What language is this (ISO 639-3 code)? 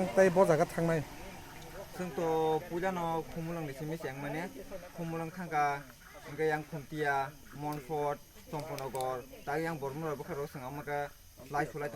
trp